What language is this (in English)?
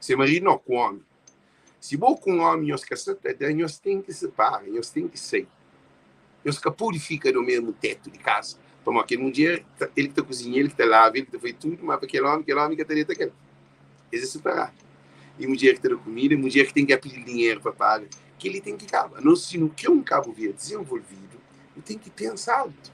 Kabuverdianu